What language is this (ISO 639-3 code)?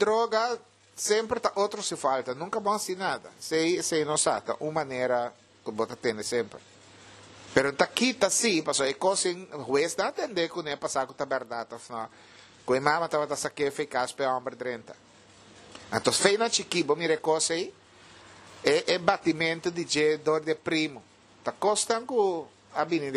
pap